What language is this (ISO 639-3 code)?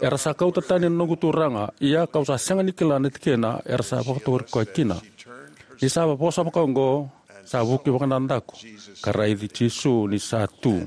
fij